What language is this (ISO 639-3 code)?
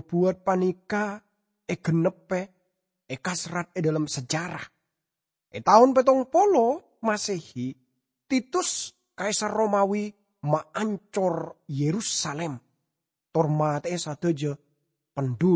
mad